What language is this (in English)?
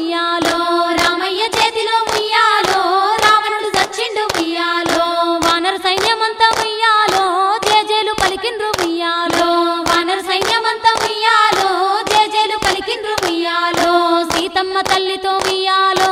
Telugu